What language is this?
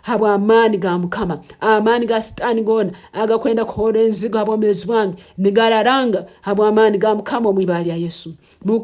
Nyankole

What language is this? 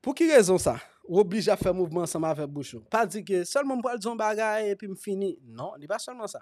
Haitian Creole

